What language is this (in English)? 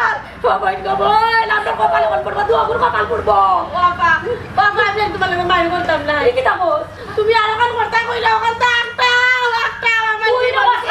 Sylheti